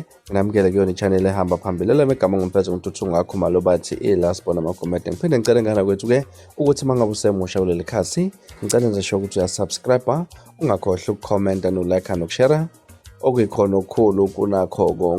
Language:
Zulu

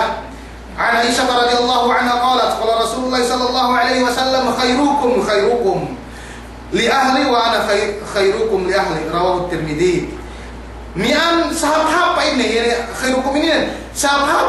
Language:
Yakan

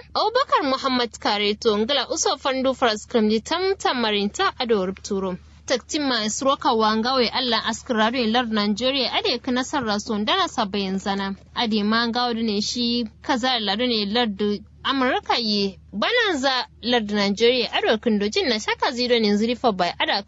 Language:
Kanuri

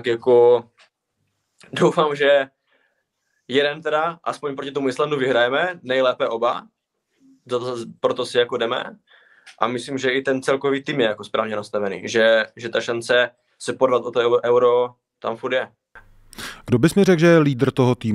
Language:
Czech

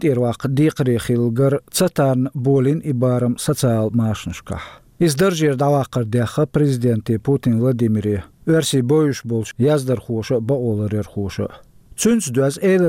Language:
Chechen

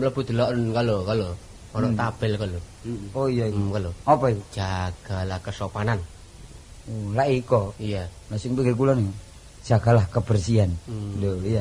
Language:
Javanese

